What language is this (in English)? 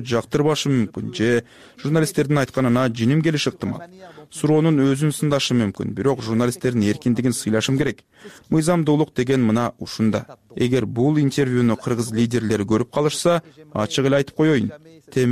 Kyrgyz